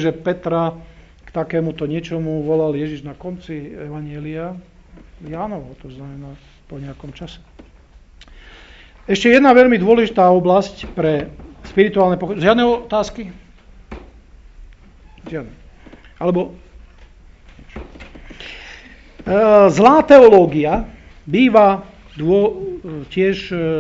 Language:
Slovak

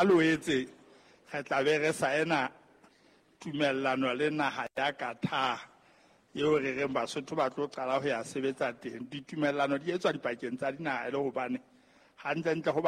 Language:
Southern Sotho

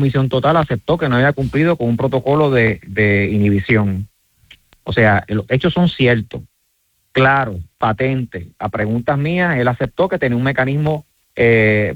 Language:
Spanish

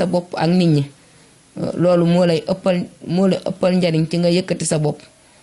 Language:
Wolof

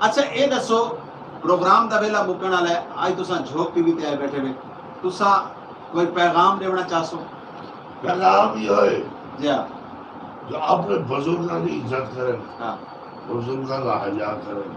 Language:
Saraiki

